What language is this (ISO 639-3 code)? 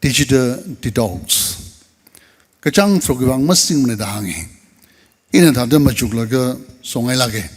nmf